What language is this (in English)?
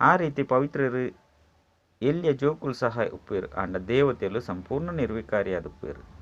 Tulu